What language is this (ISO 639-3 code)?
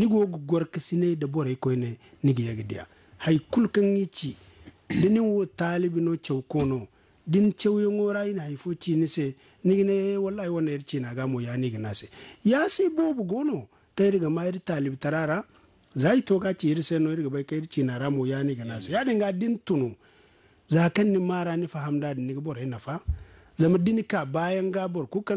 dje